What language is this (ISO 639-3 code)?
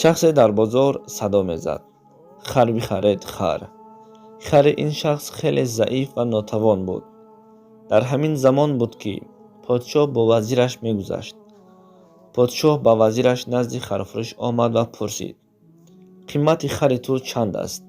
tgk